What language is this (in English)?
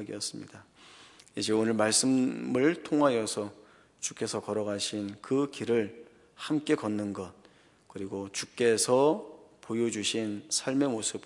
Korean